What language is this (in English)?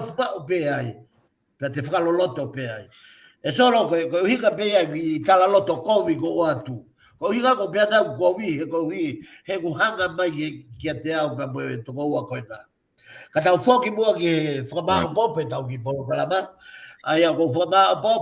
Tongan